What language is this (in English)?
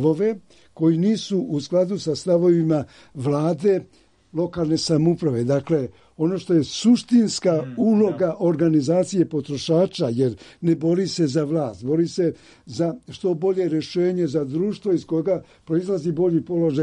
Serbian